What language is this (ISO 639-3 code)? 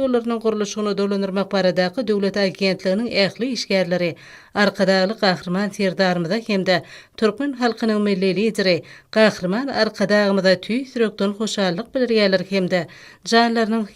tuk